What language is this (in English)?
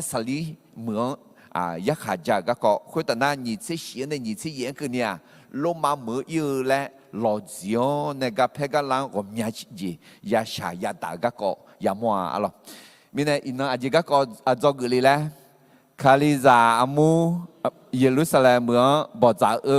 Akha